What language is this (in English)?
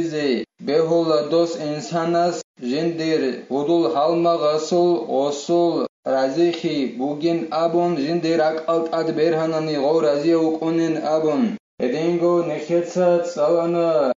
Avaric